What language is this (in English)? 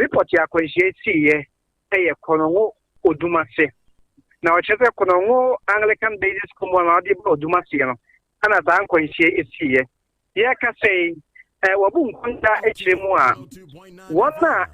Akan